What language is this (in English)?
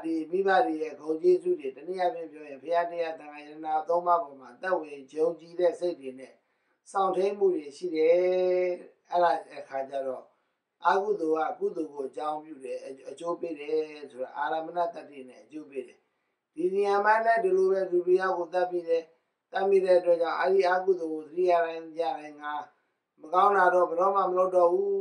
Burmese